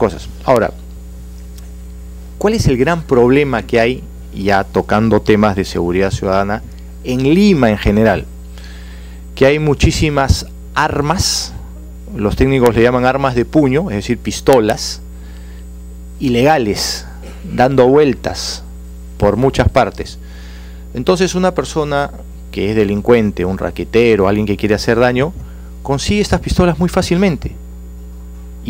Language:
Spanish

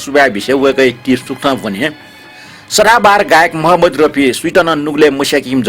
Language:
Newari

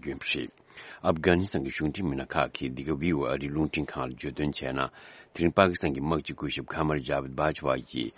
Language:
Tibetan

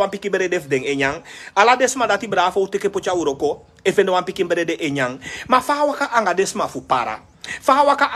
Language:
Sranan Tongo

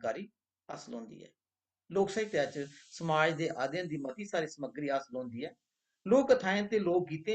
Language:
Dogri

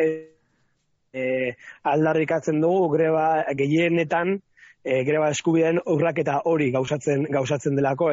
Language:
Basque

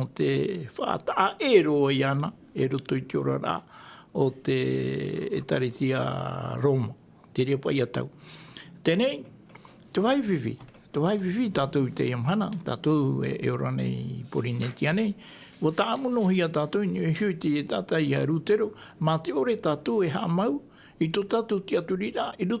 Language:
Tahitian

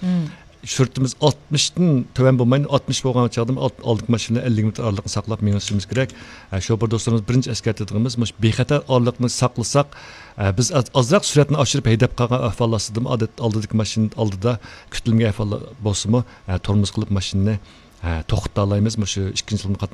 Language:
Uyghur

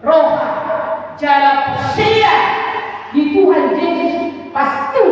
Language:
Batak Toba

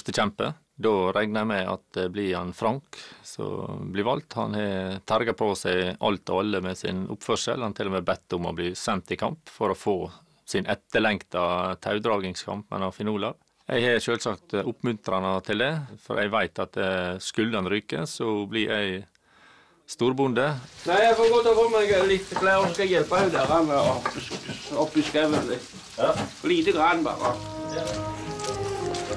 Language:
Norwegian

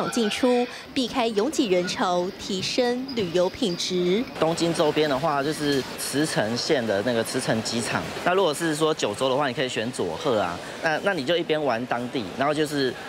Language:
Chinese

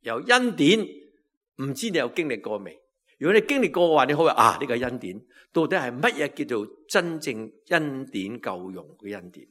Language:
Cantonese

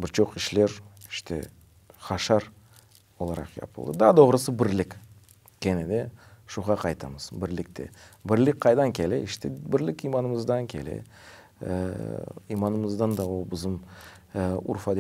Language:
Crimean Tatar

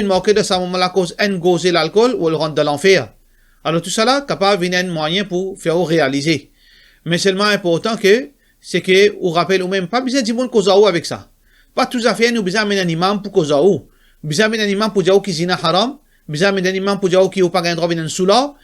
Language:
Morisyen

